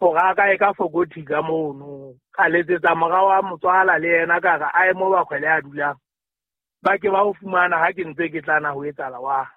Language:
Southern Sotho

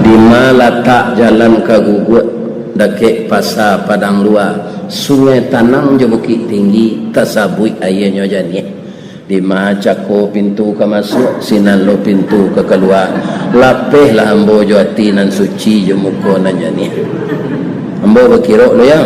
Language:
Minangkabau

